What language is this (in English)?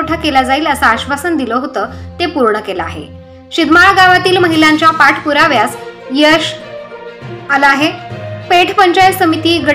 Marathi